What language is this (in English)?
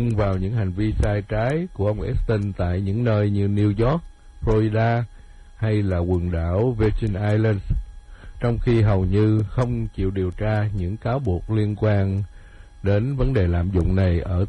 Vietnamese